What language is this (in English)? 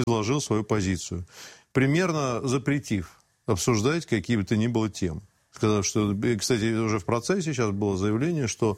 Russian